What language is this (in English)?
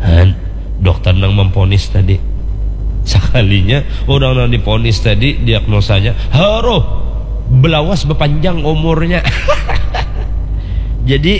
Banjar